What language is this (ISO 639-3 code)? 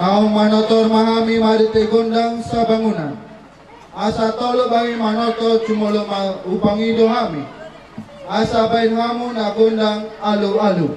bbc